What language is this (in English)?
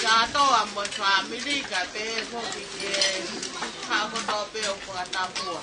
Tongan